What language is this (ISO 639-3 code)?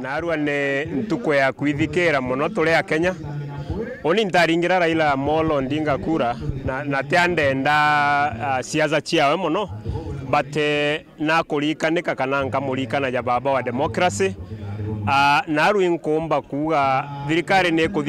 mer